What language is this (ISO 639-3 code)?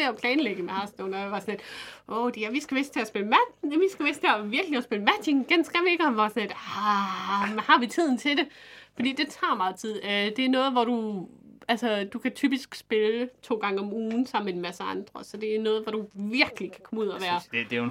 dan